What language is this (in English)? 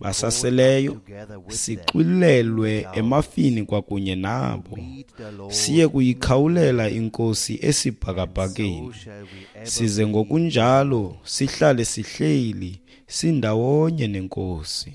Xhosa